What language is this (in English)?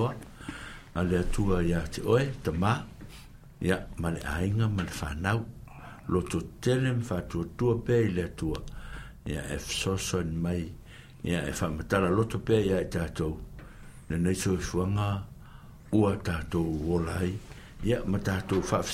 Samoan